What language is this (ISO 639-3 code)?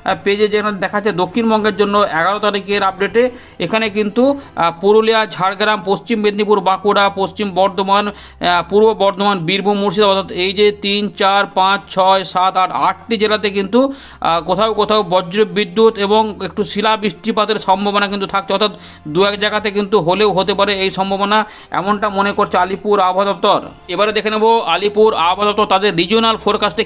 ben